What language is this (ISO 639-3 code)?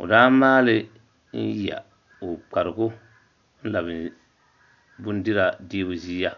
dag